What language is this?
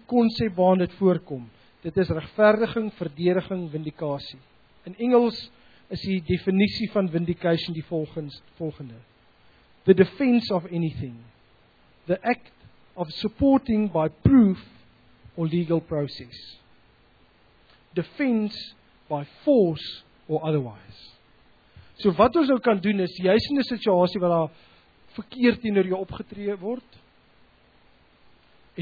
Afrikaans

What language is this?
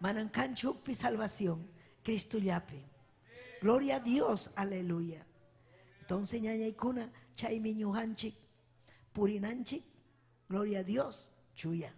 Ayacucho Quechua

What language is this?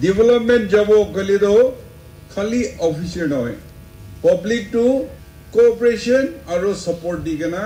Naga Pidgin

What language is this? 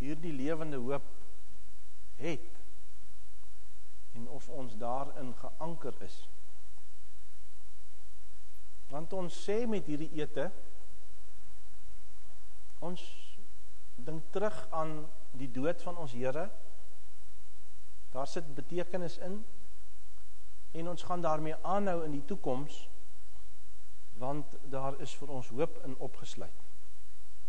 Afrikaans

